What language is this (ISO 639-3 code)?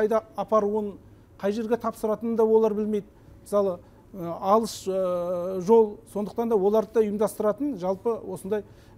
kaz